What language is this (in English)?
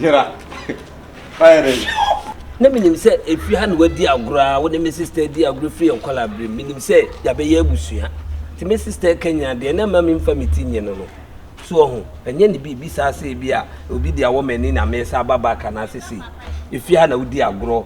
Akan